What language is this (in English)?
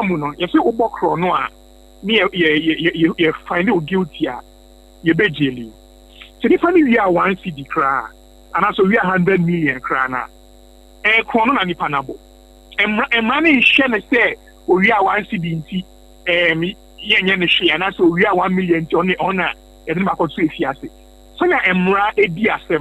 Akan